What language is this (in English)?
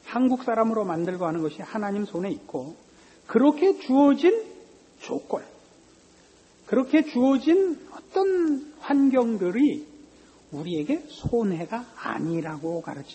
Korean